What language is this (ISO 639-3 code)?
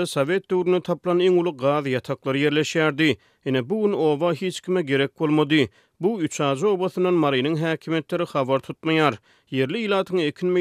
tuk